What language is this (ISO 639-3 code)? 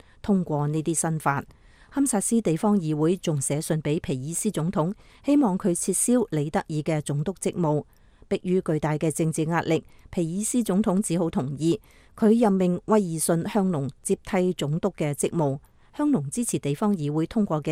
yue